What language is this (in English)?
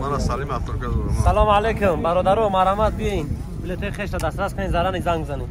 Tajik